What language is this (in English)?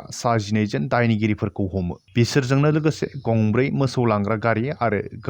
Bodo